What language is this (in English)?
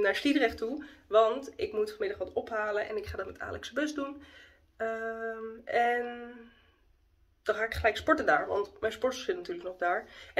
Dutch